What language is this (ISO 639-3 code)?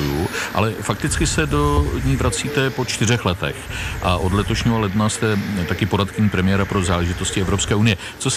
ces